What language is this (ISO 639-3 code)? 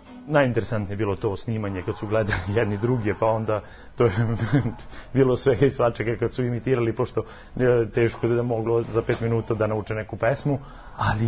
srp